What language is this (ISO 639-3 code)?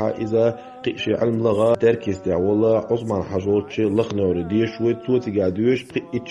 che